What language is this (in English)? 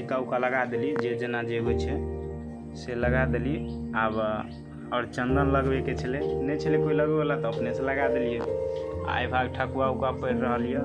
Maithili